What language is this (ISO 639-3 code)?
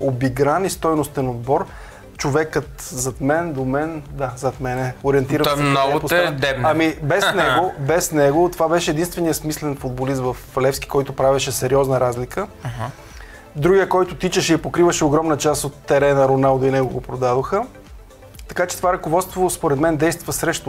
bul